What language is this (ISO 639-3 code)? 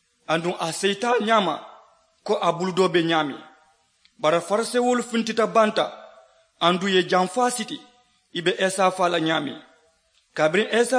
man